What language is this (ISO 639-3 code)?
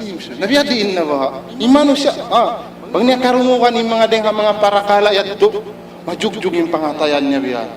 tsg